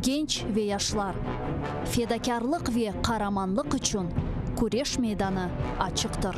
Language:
Crimean Tatar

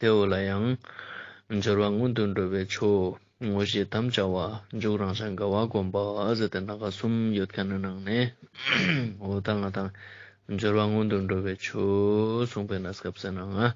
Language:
Ladakhi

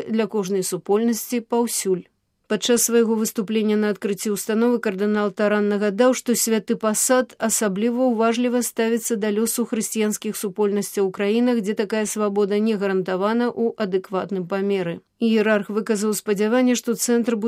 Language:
Belarusian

